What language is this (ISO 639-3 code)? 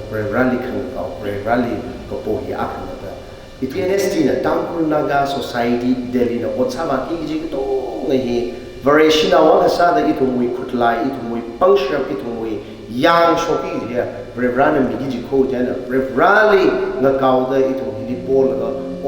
nmf